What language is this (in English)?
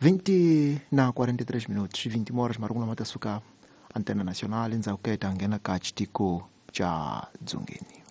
Tsonga